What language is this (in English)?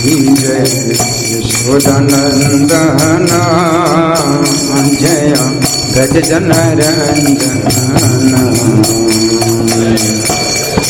Hindi